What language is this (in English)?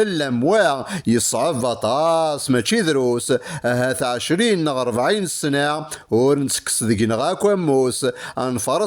Kabyle